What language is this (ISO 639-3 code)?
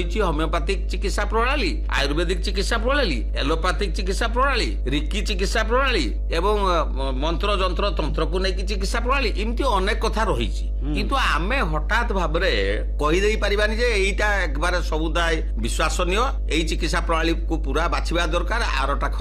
ori